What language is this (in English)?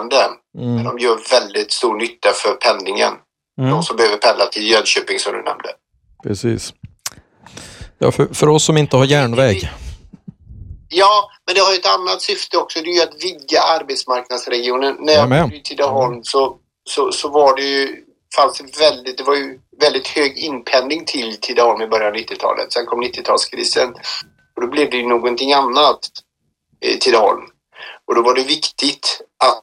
Swedish